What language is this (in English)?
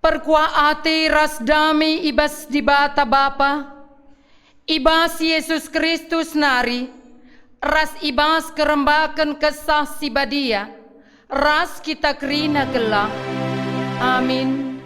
Batak Karo